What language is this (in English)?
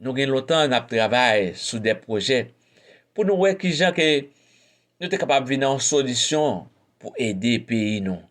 Haitian Creole